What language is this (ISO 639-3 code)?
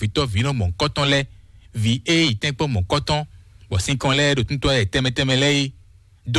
fon